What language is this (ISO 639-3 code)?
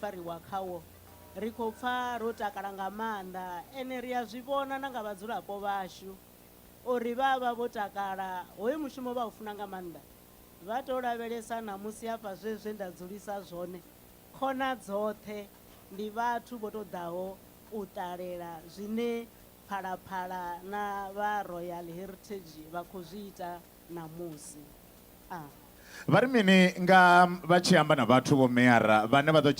ven